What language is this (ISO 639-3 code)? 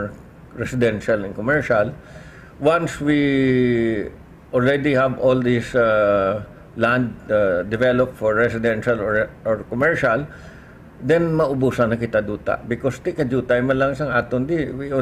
hil